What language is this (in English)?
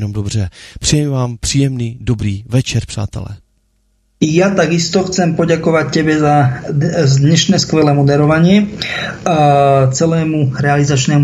Slovak